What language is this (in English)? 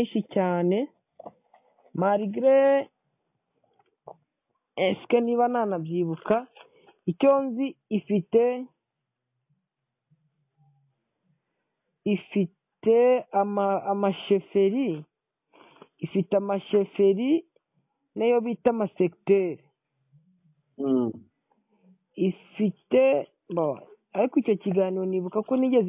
Kinyarwanda